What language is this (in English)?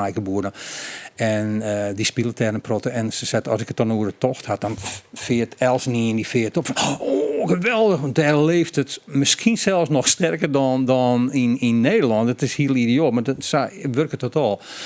Western Frisian